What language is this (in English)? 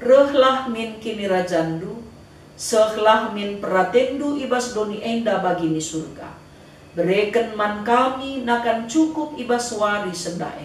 Batak Karo